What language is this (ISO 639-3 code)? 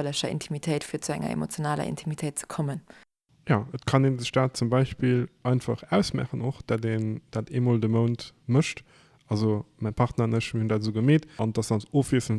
ltz